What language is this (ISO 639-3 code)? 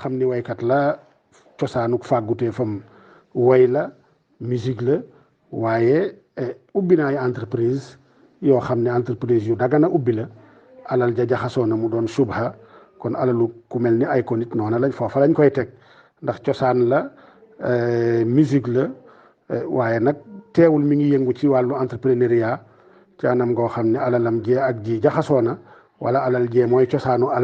wol